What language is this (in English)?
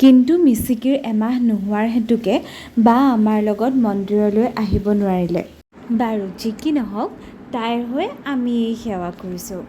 Assamese